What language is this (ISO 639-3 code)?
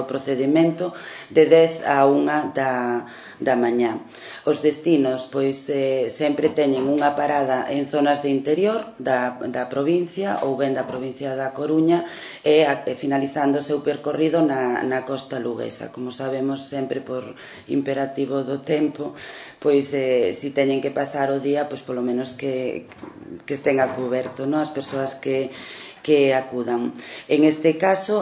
glg